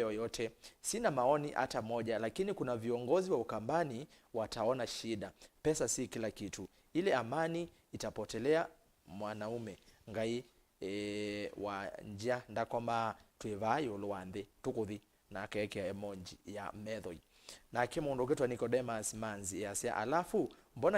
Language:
Kamba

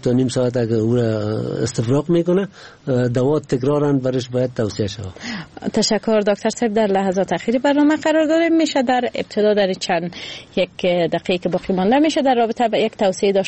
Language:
Persian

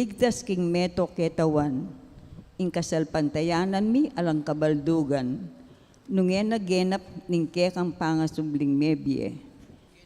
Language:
Pampanga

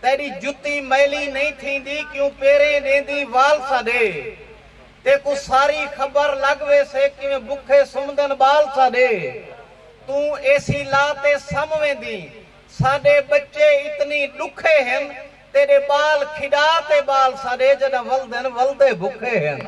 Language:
Saraiki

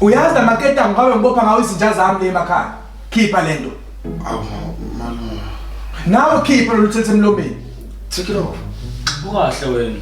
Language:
Zulu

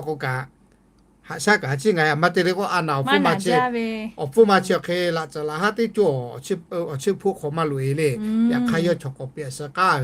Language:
Lahu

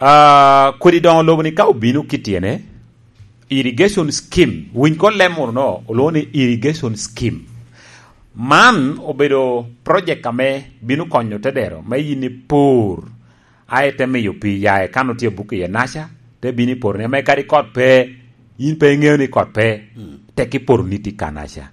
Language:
Lango (Uganda)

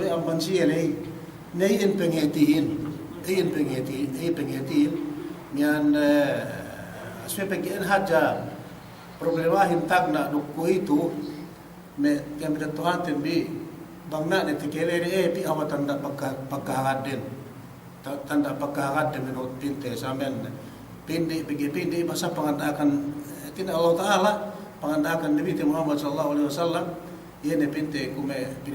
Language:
Yakan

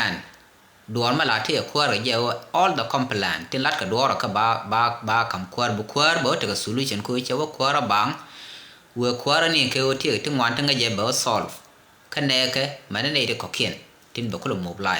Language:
Nuer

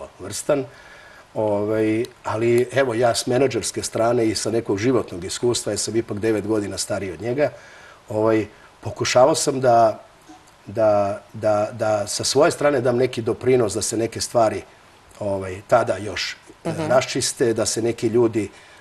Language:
Serbian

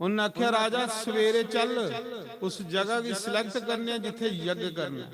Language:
Dogri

